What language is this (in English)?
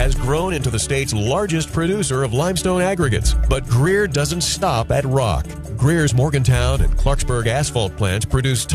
English